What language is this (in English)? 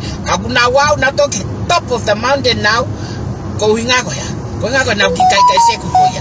Tongan